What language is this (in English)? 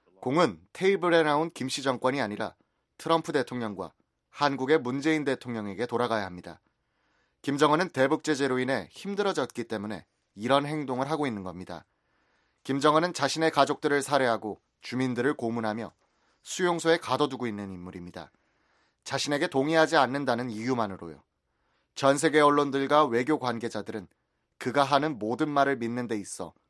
Korean